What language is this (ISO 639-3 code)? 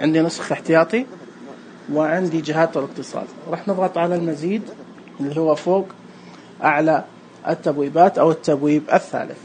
ars